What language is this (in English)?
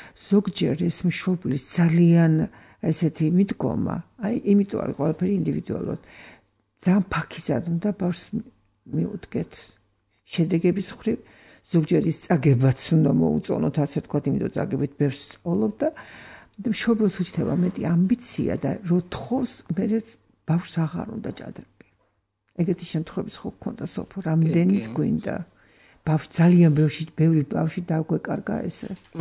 Georgian